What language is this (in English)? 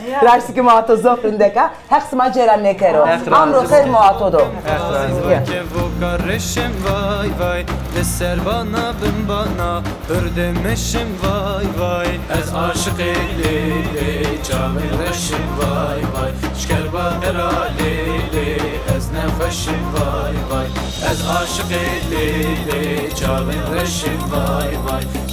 Zaza